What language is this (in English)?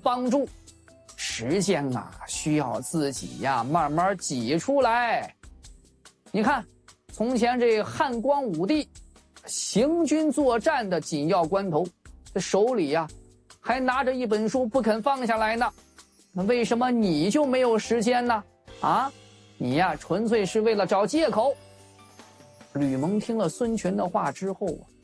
Chinese